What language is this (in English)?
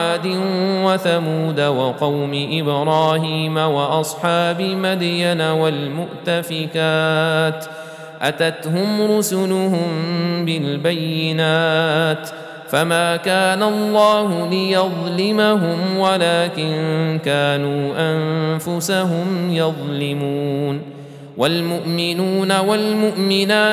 Arabic